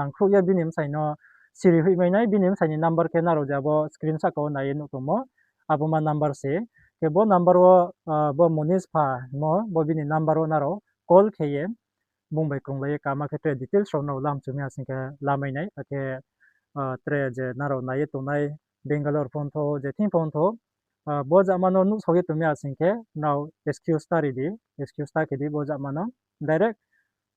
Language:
Riang (India)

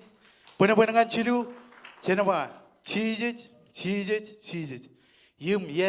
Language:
Marshallese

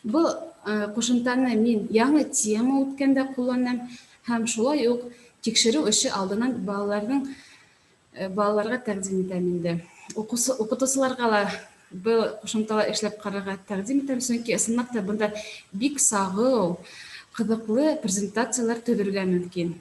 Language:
Bashkir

